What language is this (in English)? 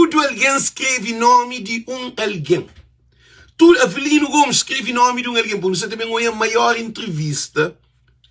Kabuverdianu